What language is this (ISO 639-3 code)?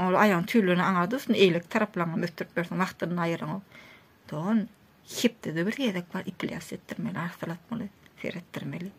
tuk